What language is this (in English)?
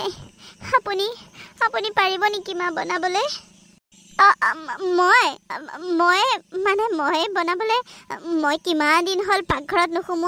Assamese